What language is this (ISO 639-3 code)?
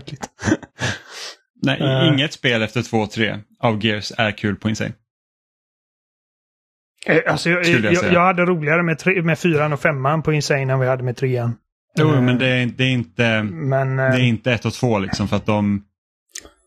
swe